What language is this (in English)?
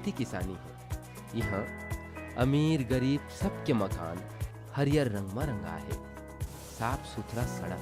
Chhattisgarhi